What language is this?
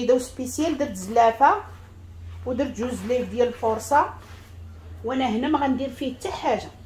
Moroccan Arabic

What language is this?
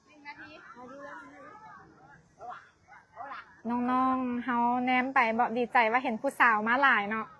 Lao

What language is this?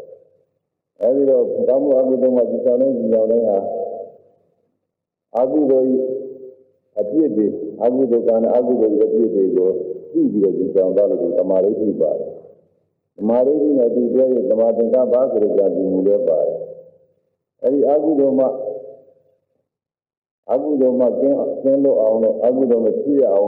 Burmese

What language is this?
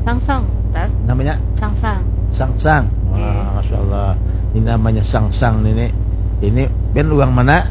Banjar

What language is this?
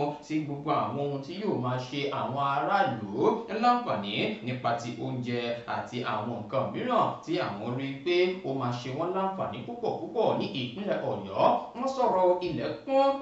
Yoruba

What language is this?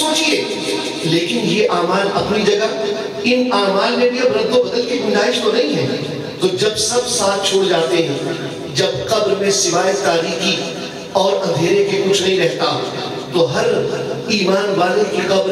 Urdu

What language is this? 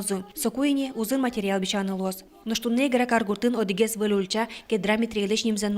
Udmurt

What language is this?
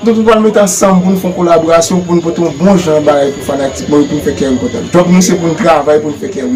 Haitian Creole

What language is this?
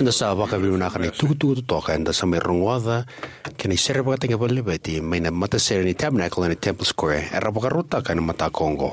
Fijian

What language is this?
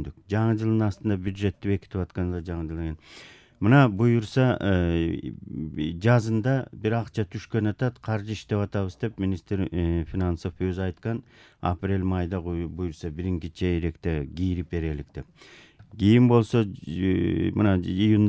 Kyrgyz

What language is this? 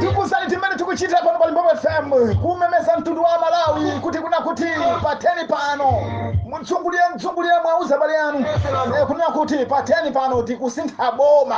Nyanja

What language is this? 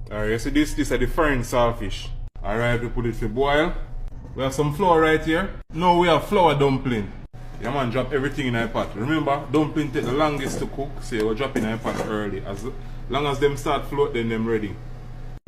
Jamaican Creole English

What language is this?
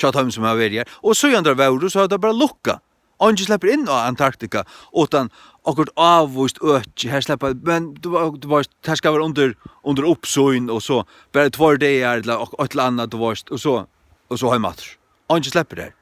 Faroese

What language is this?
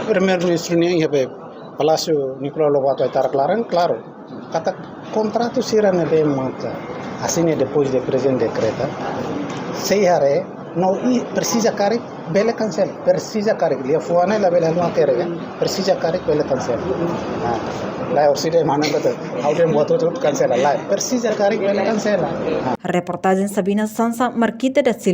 Tetum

